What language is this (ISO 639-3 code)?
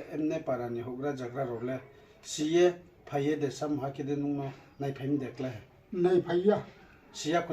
ria